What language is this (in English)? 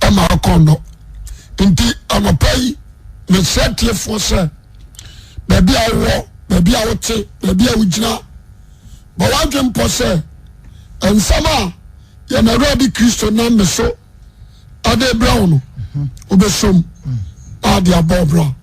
Akan